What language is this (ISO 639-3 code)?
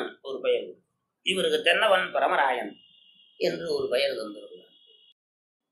tam